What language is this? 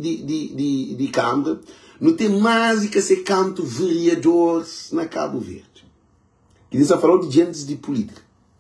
Kabuverdianu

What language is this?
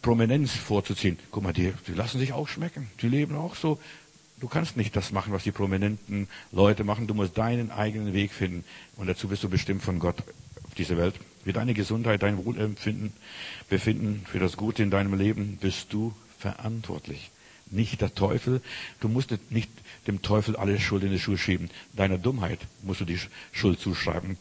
German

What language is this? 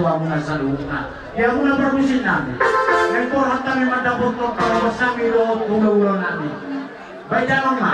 Batak Toba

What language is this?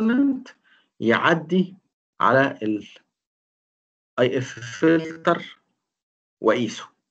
Egyptian Arabic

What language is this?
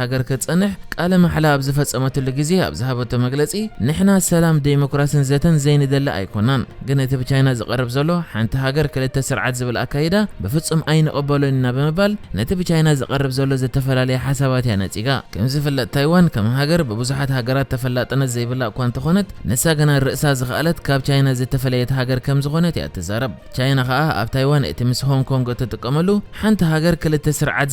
Tigrinya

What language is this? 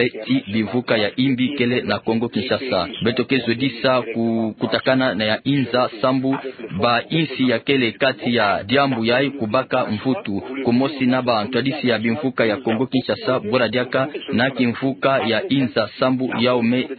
Kituba (Democratic Republic of Congo)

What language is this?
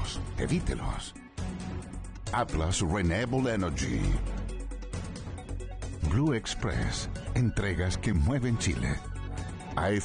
Spanish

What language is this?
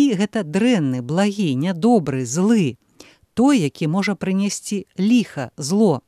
Belarusian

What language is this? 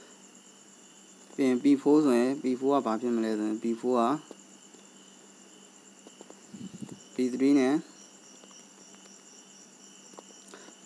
Burmese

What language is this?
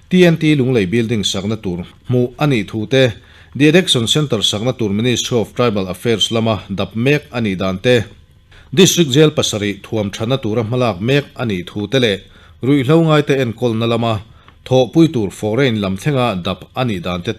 Mizo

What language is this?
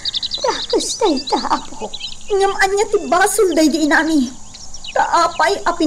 Iloko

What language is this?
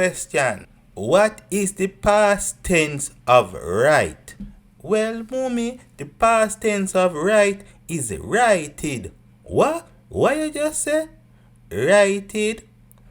Jamaican Creole English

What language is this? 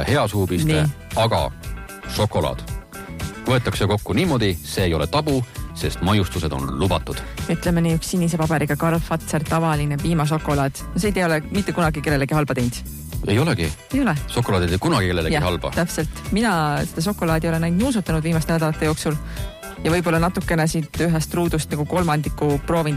Estonian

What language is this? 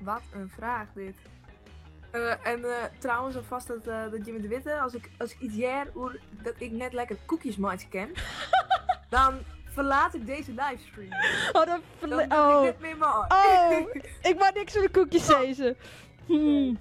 Western Frisian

